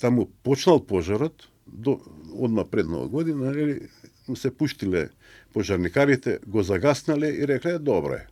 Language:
Macedonian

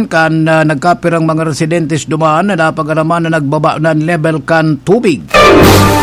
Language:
Bikol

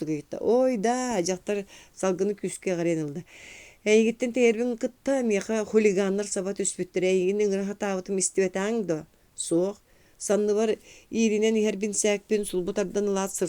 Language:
Yakut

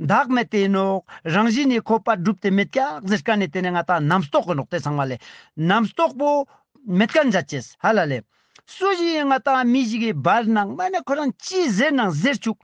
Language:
Ladakhi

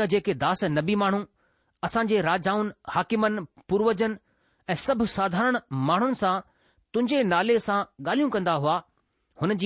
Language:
Sindhi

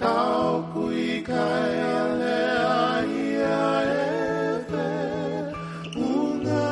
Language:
Tongan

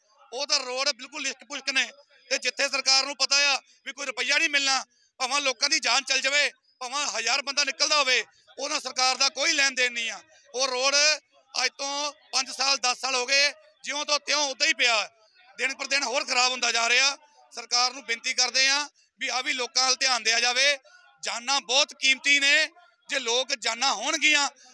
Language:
Punjabi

